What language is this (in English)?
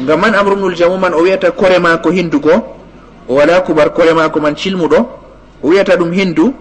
Fula